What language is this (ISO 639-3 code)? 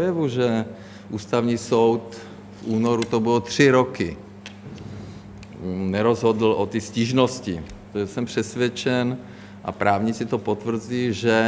ces